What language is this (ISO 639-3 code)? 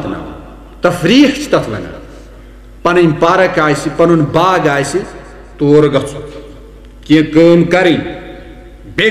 kas